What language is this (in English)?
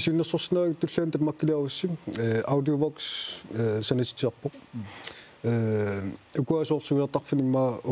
Kalaallisut